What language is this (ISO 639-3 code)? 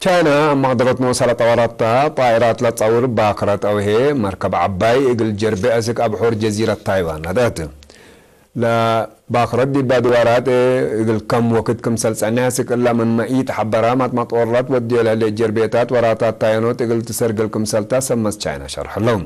tig